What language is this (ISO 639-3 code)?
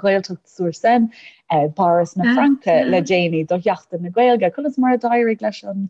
gle